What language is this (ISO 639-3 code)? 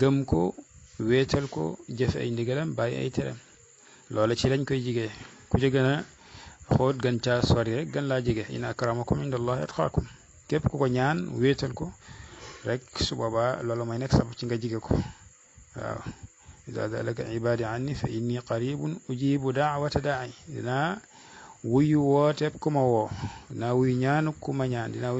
wol